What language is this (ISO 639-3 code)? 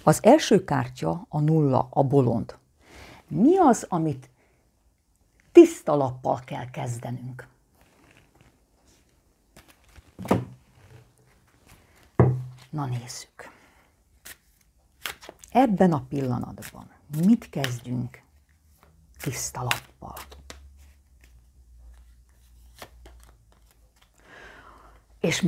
hun